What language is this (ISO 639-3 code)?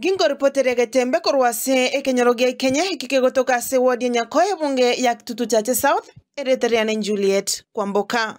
guz